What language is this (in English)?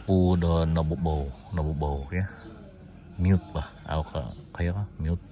Central Dusun